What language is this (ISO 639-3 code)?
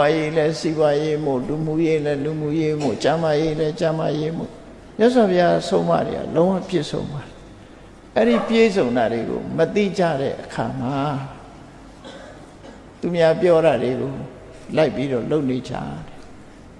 mya